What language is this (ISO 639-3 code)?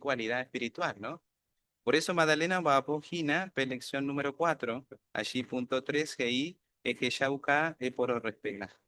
grn